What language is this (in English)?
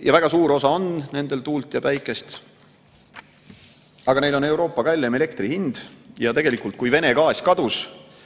Estonian